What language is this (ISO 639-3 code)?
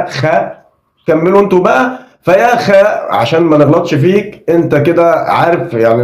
arz